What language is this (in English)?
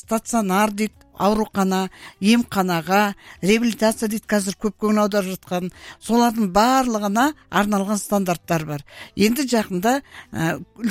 Kazakh